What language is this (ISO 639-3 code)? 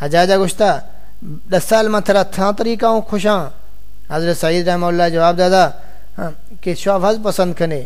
skr